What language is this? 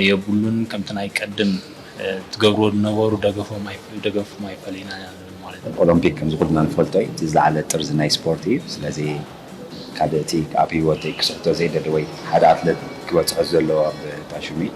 Tigrinya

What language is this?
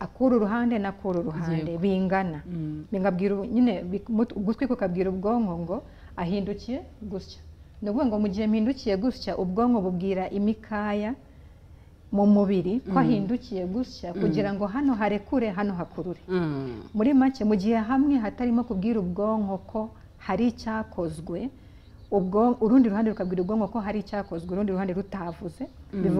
Kinyarwanda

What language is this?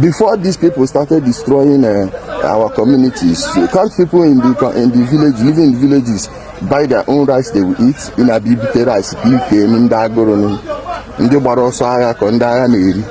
Igbo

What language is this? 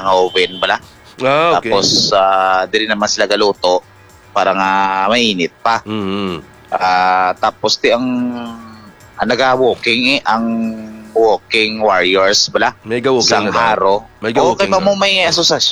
Hiligaynon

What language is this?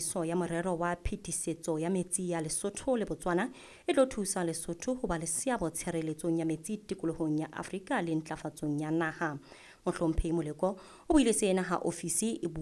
Southern Sotho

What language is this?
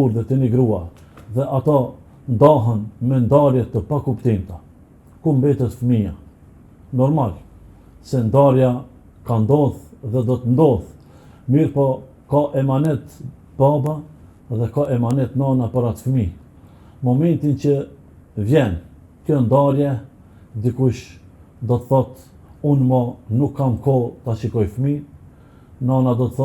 Albanian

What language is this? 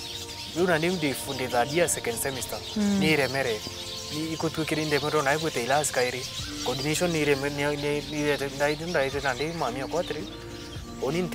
Meru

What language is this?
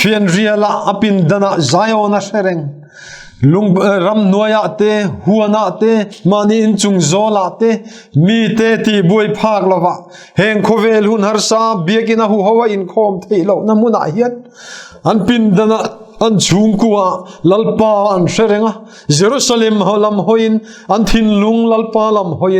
Mizo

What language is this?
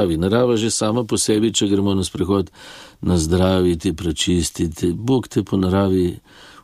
Slovenian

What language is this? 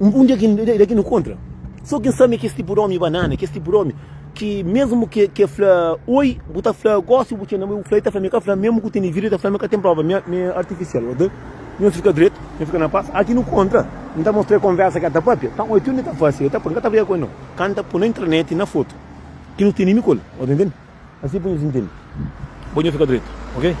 Kabuverdianu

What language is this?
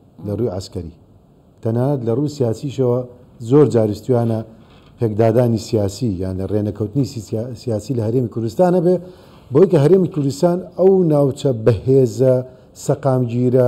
Central Kurdish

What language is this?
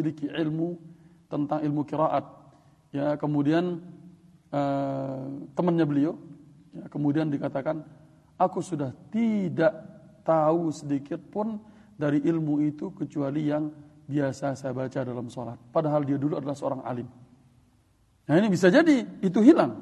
Indonesian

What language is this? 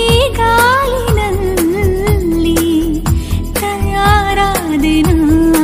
Kannada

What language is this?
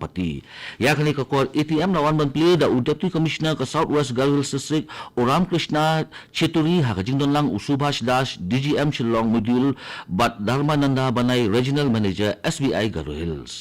Khasi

